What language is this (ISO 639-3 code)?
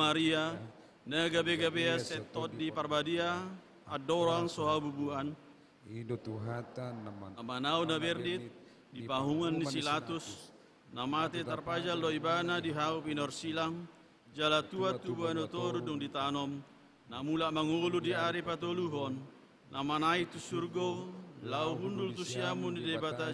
bbc